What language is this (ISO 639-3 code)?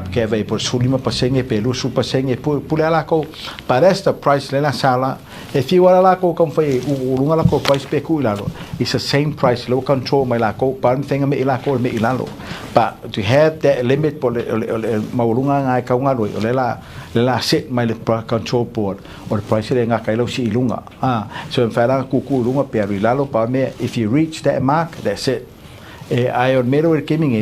smo